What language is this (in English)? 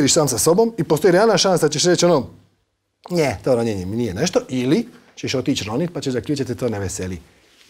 Croatian